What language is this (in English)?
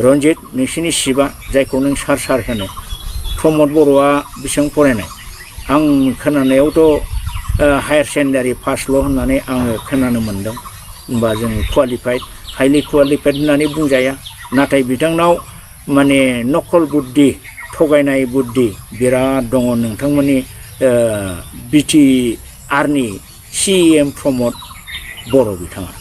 Bodo